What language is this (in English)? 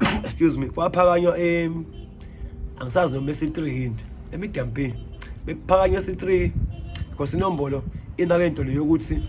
Zulu